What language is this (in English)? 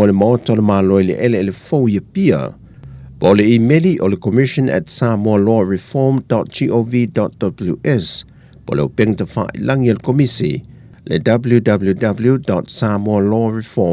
Samoan